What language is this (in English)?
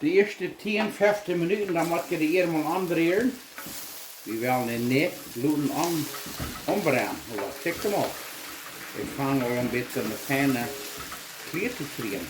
Plautdietsch